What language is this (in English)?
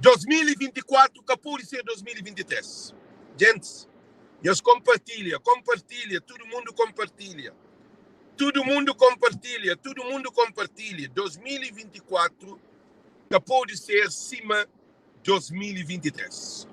Kabuverdianu